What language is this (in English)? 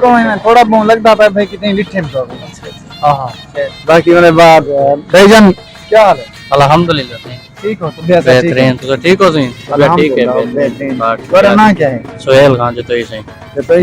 Saraiki